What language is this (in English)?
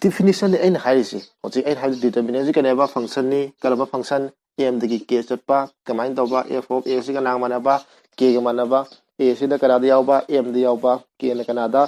Manipuri